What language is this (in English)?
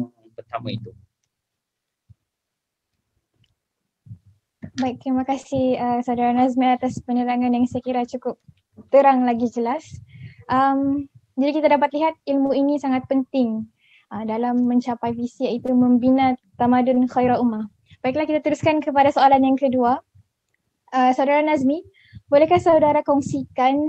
Malay